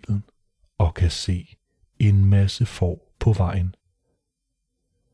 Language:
Danish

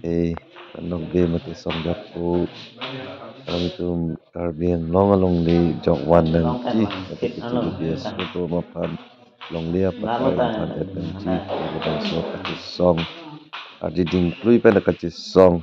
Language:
Karbi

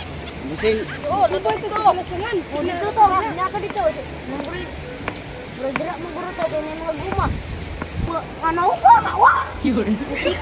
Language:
Cebuano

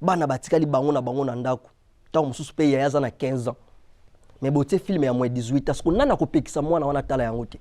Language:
Lingala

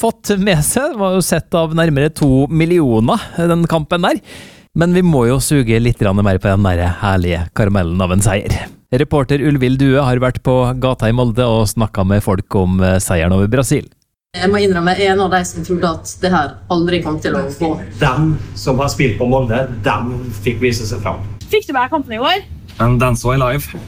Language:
Norwegian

